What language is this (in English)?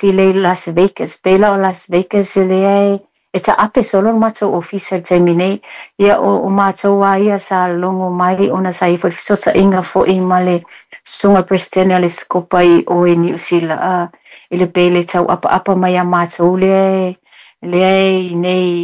Samoan